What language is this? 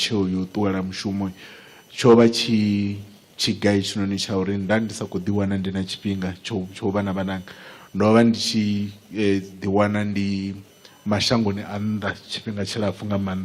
Venda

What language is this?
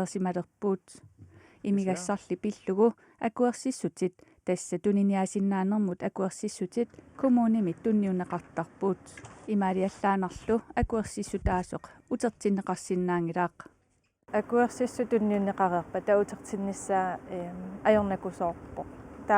Kalaallisut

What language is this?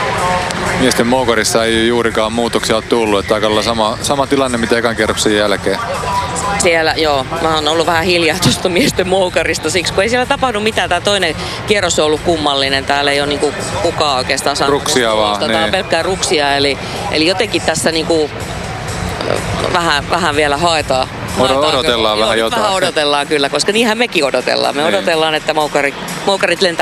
Finnish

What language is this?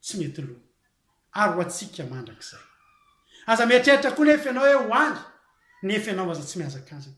Malagasy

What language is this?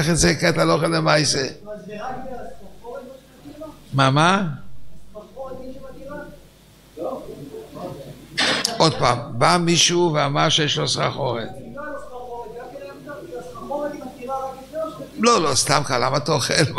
Hebrew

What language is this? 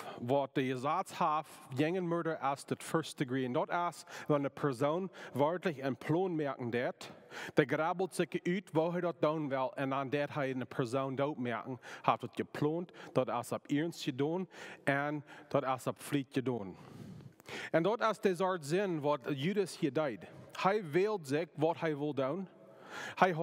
Plautdietsch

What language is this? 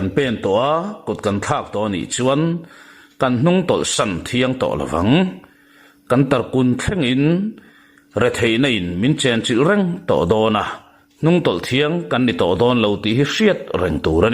Mizo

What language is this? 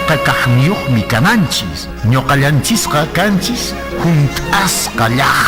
Quechua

